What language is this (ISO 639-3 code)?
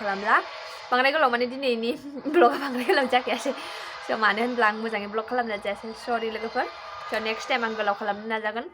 brx